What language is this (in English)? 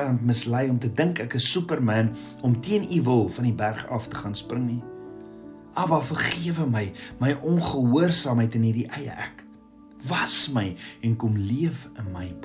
Afrikaans